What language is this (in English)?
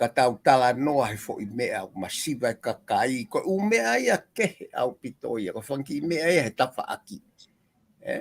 Tongan